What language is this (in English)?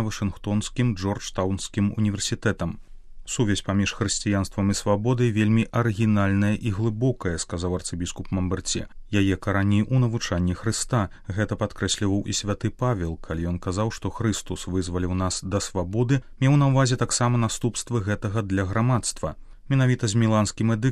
Belarusian